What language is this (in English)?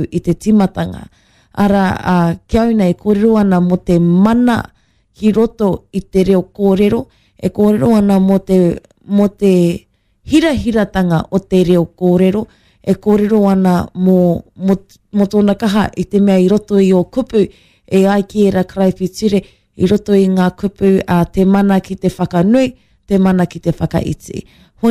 Māori